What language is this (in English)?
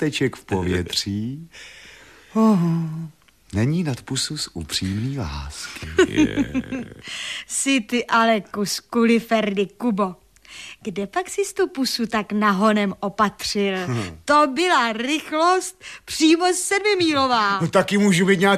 Czech